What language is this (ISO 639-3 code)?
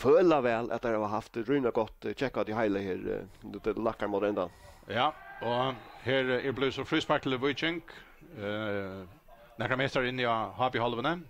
fao